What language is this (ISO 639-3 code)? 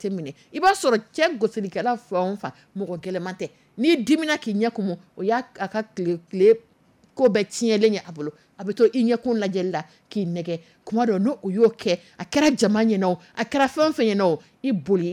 dyu